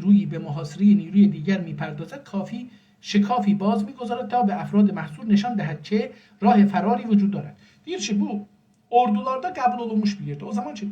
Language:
South Azerbaijani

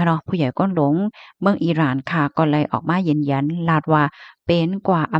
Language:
Shan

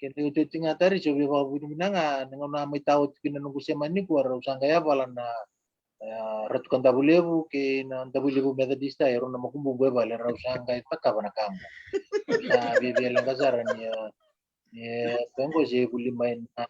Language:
Fijian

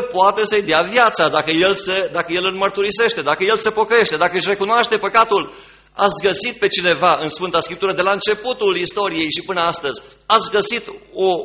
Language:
Romanian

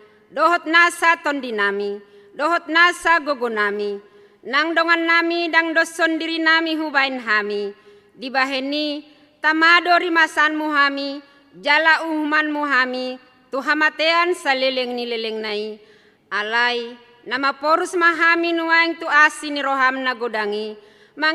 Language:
Batak Toba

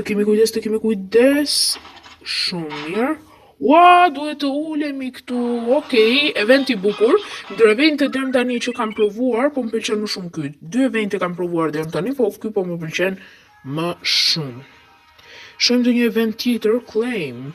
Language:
Albanian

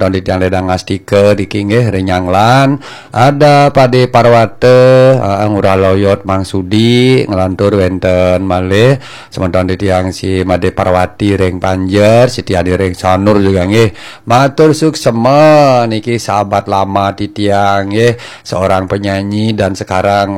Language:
Balinese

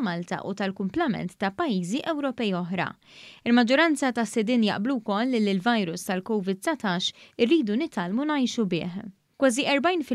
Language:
Maltese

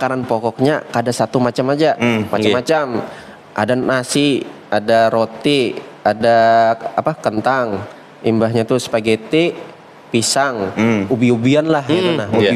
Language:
Banjar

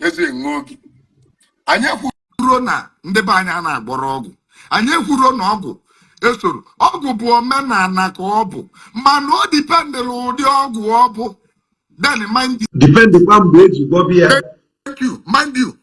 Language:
Igbo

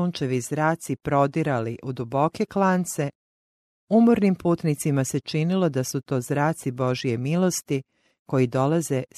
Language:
Croatian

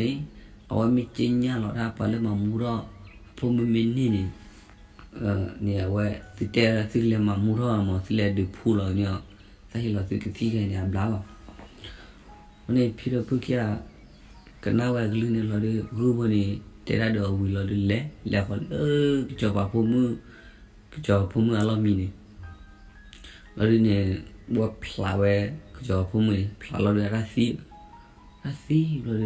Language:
S'gaw Karen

